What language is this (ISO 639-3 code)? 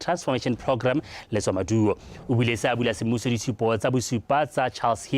tsn